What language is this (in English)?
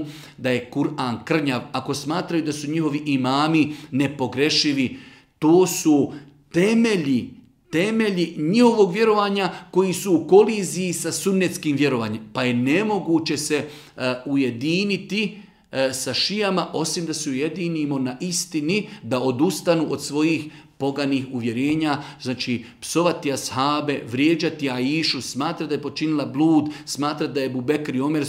Bosnian